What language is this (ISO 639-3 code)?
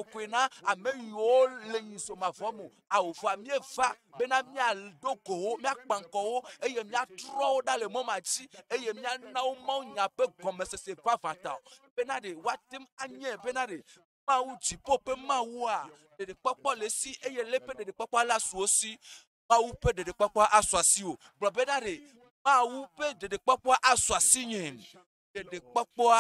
ewe